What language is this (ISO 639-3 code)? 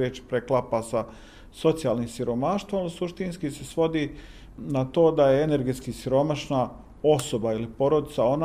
bos